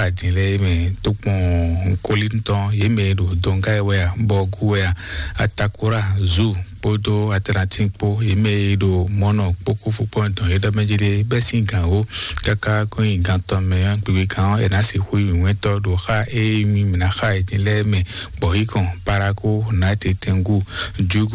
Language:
Fon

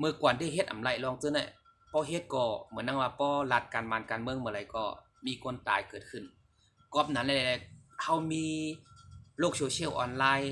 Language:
Shan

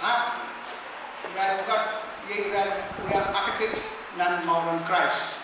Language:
Pohnpeian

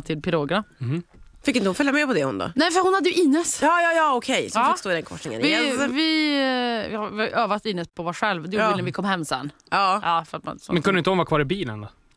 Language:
Swedish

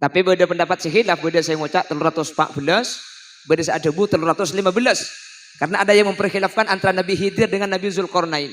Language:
Madurese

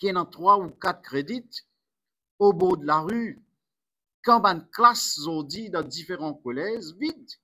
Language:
Morisyen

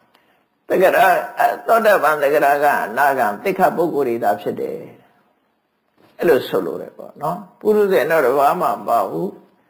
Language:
Burmese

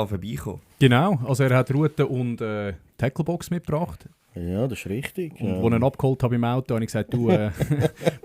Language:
Swiss German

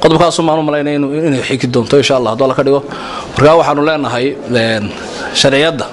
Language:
Somali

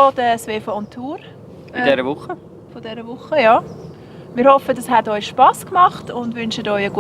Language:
Swiss German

